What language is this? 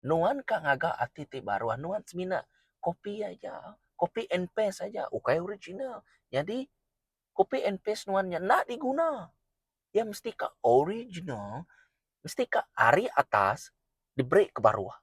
Iban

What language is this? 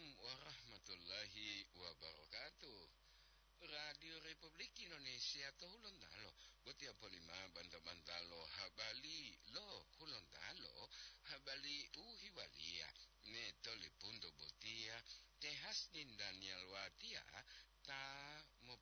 Gorontalo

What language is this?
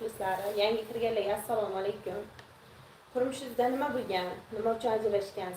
Uzbek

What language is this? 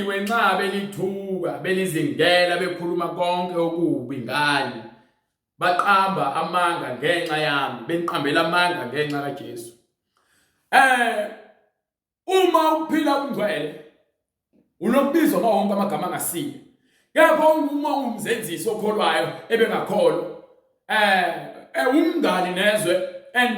Zulu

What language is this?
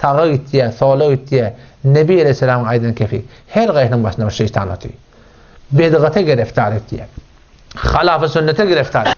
Turkmen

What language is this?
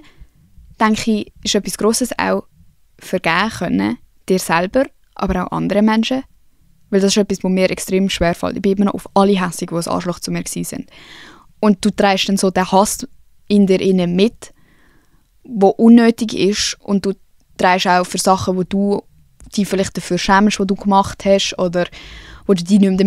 Swiss German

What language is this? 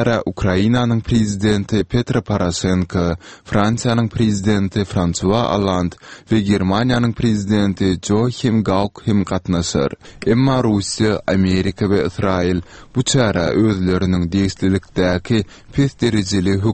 Turkmen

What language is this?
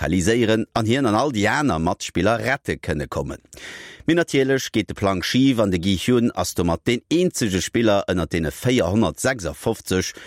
Luxembourgish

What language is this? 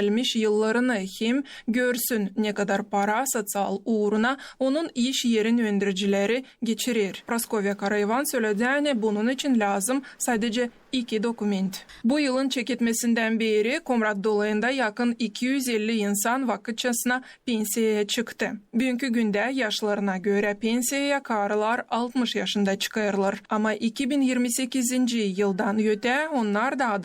Gagauz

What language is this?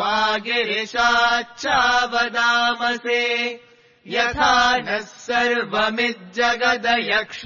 Sanskrit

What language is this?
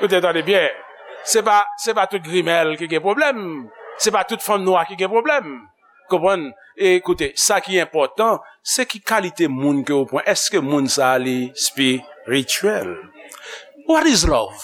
Haitian Creole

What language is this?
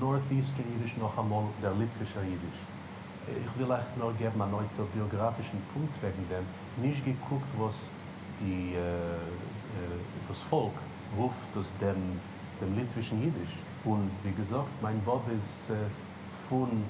Yiddish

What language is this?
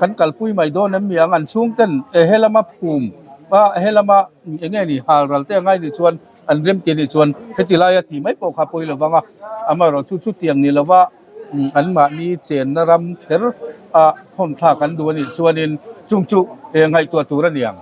Mizo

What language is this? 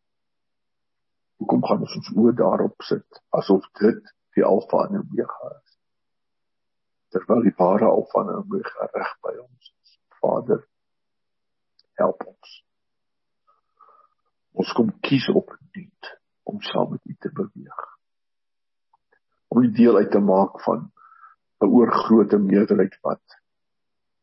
Afrikaans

